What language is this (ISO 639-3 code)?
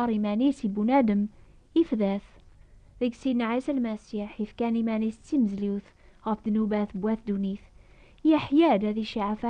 kab